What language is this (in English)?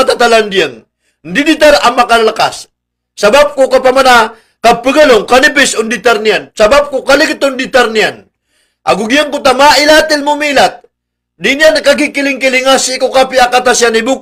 Maranao